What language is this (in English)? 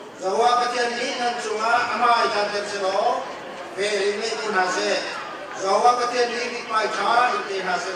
Hakha Chin